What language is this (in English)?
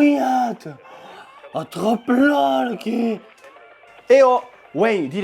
Occitan